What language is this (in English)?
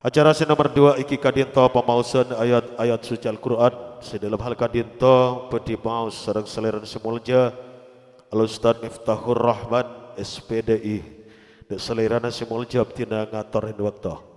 Madurese